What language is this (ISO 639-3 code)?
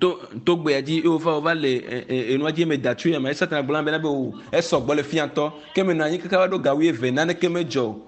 ewe